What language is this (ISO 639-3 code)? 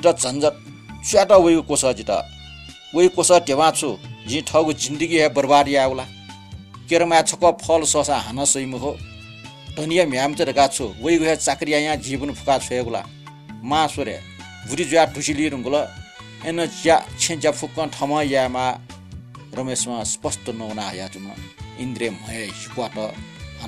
new